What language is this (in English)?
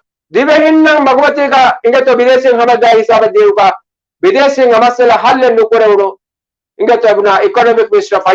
Divehi